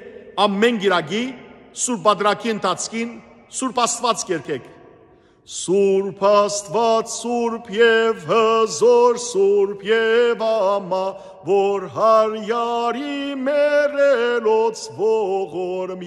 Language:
Armenian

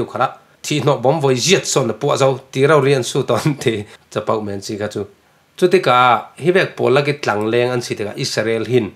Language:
Falam Chin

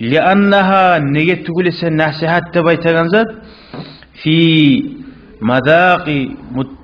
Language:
Kumyk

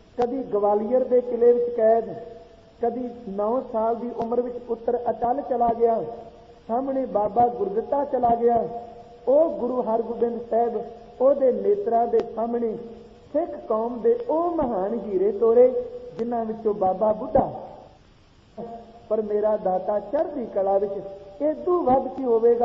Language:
Punjabi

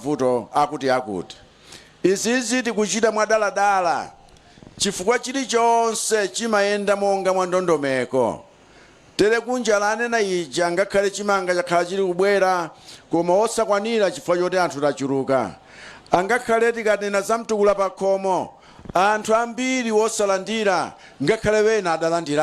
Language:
Nyanja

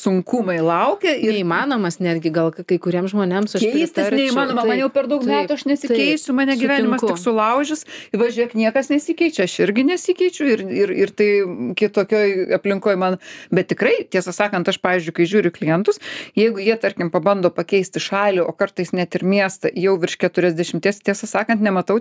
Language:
Lithuanian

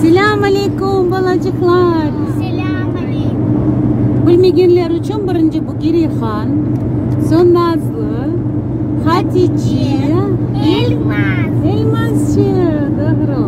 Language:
Crimean Tatar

